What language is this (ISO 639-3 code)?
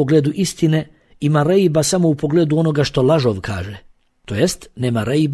bos